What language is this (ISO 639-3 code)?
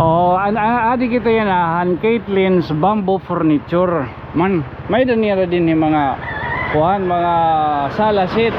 war